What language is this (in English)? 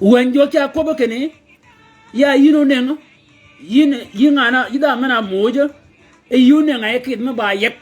Shilluk